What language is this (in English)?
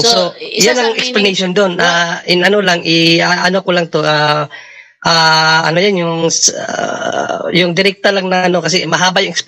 Filipino